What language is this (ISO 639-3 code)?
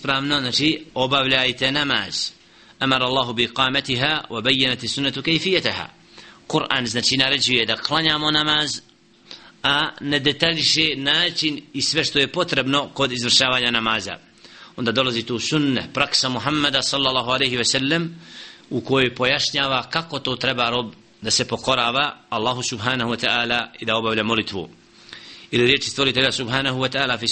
bos